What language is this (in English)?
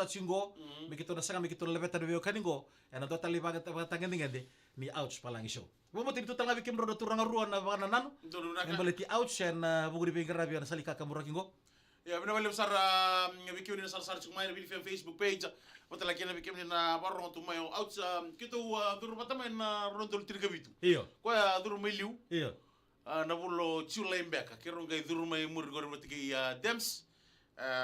Fijian